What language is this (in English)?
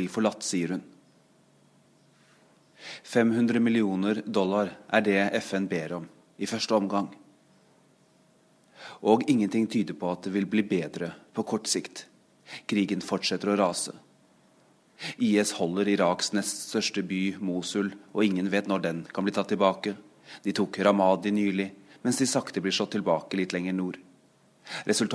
Norwegian